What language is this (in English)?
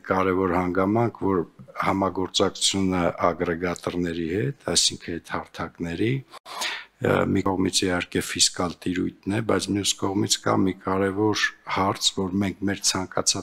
Armenian